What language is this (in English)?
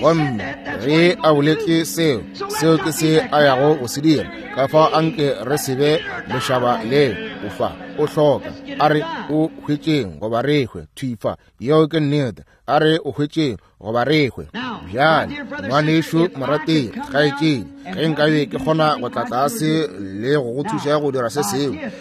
Northern Sotho